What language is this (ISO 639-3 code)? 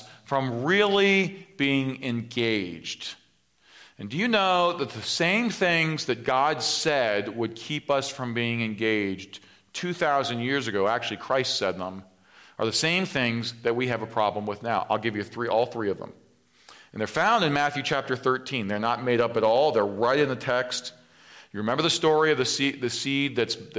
eng